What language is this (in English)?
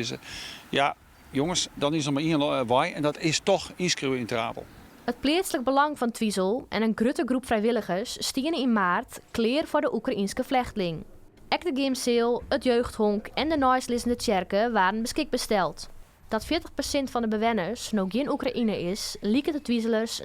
Western Frisian